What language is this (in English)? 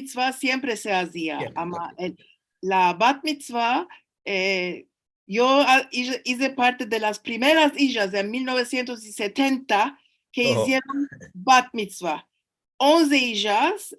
Ladino